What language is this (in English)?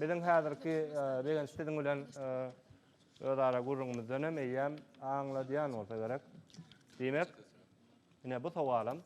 Turkmen